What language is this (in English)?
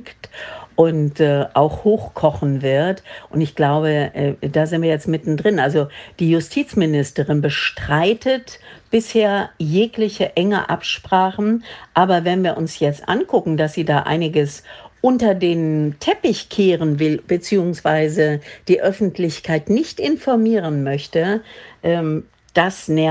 German